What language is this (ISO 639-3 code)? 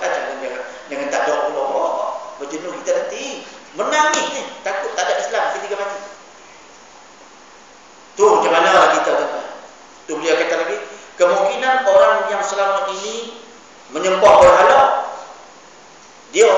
msa